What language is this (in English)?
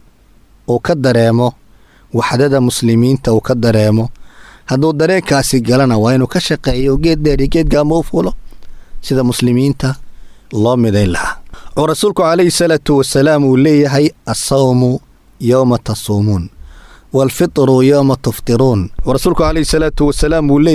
Somali